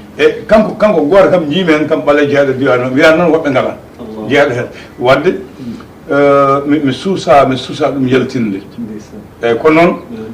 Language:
Fula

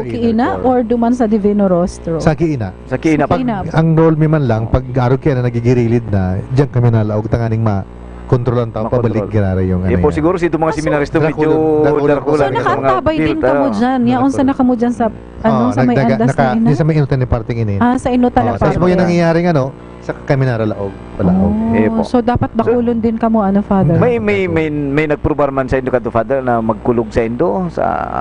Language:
Bikol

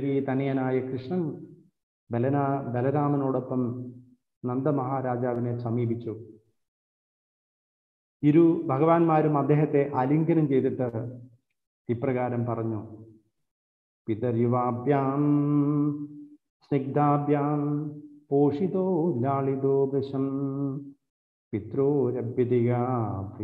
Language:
Malayalam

